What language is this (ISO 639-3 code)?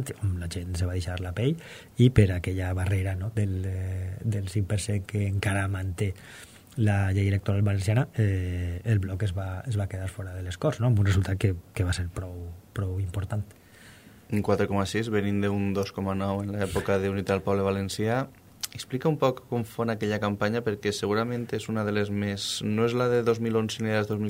cat